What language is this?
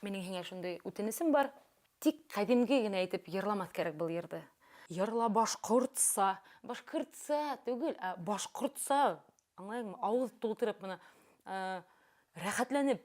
Bashkir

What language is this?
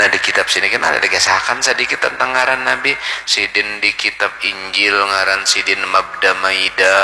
Banjar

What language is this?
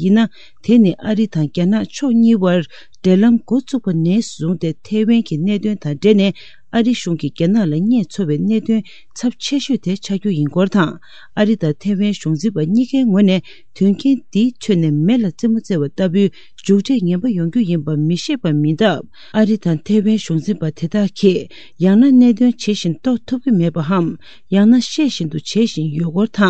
Tibetan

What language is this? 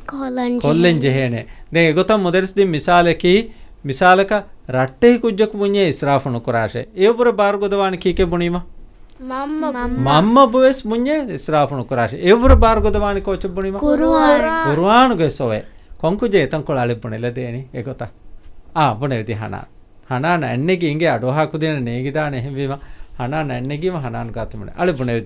Divehi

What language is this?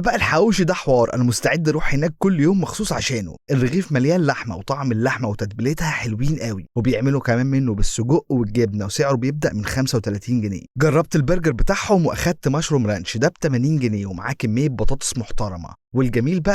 Egyptian Arabic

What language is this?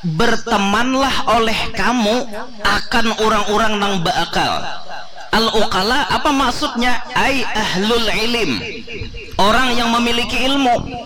Banjar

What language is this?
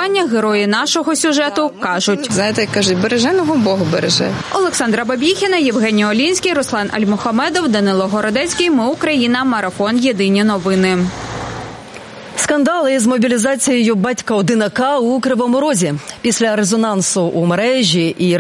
Ukrainian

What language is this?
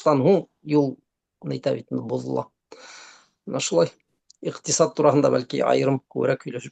Bashkir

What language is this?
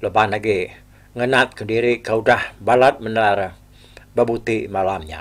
Iban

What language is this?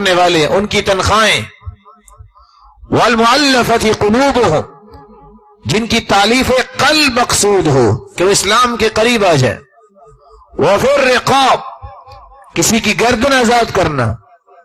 Urdu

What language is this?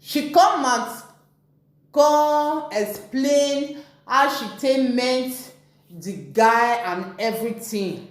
Nigerian Pidgin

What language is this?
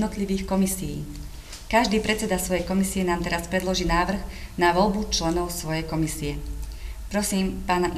Slovak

